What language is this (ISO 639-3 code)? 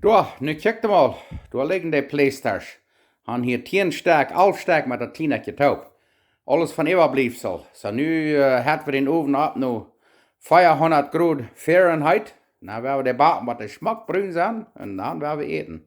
pdt